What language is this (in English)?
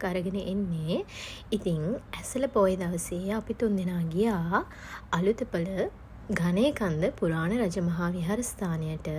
Sinhala